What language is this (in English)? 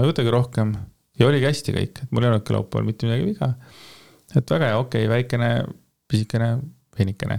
Estonian